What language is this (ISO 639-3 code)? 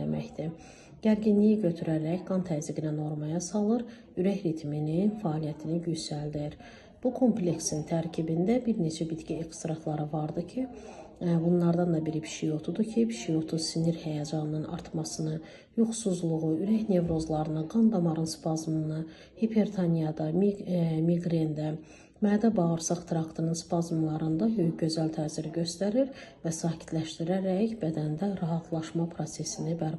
aze